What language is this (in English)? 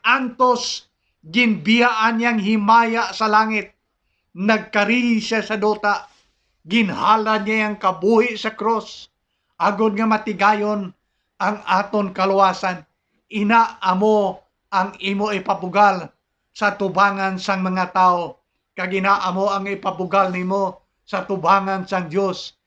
Hiligaynon